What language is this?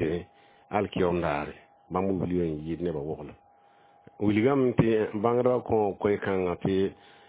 Mossi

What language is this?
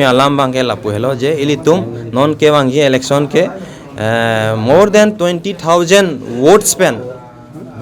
Karbi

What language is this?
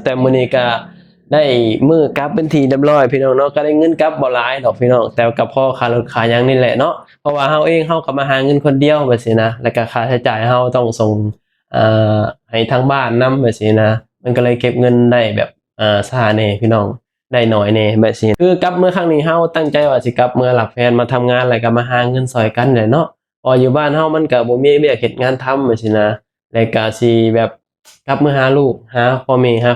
Lao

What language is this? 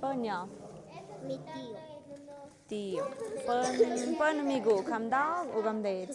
Tlahuitoltepec Mixe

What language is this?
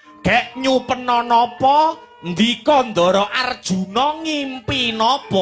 Javanese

